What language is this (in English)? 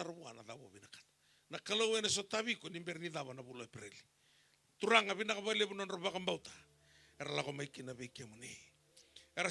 Fijian